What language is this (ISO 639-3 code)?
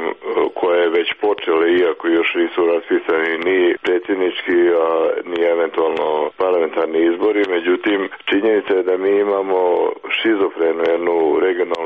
hrv